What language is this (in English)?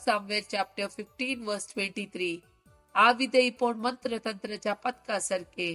Konkani